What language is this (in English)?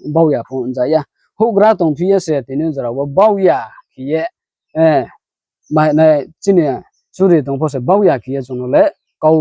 Riang (India)